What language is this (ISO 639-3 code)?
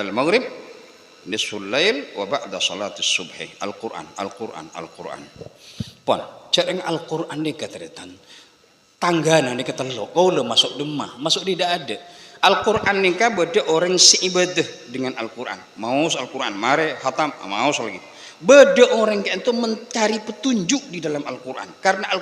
mad